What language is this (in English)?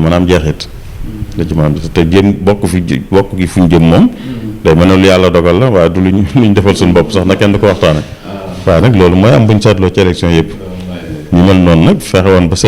Wolof